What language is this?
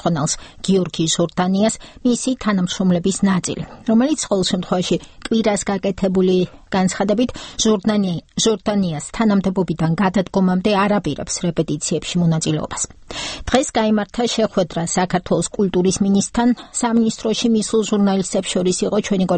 Georgian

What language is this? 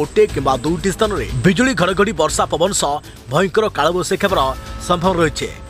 Odia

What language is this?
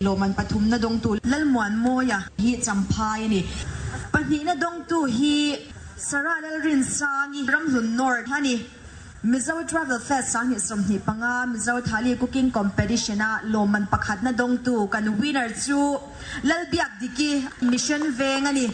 Mizo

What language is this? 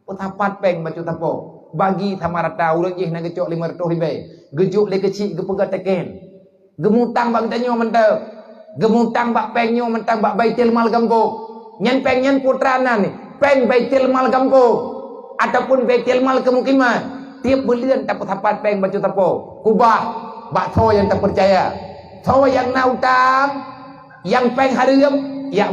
Achinese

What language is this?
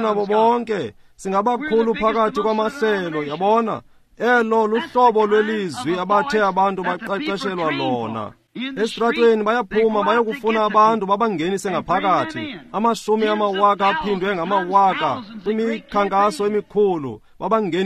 Xhosa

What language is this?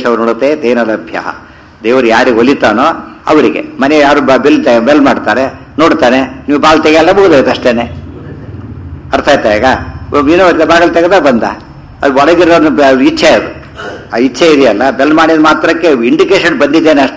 Kannada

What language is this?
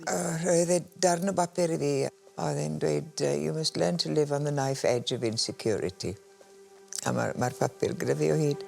Welsh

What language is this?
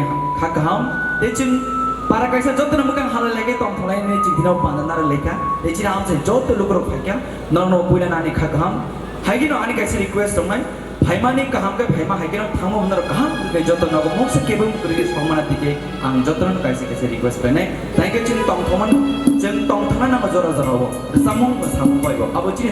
Kok Borok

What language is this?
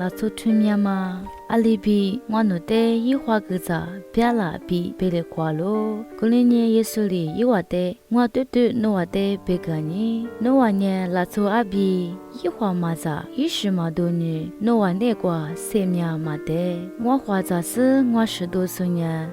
Lisu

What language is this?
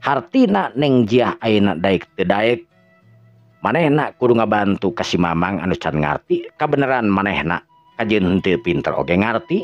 Sundanese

